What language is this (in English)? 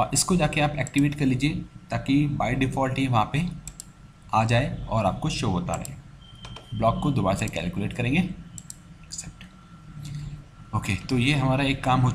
Hindi